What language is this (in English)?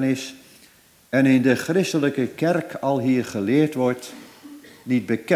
Dutch